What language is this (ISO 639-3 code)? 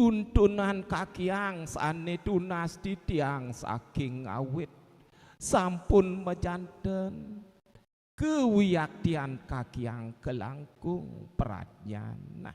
ban